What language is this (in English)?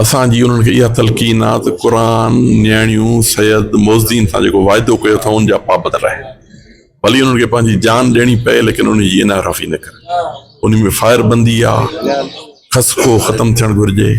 Sindhi